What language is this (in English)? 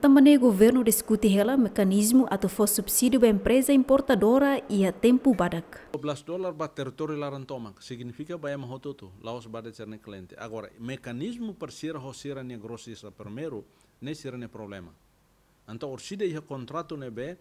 Tetum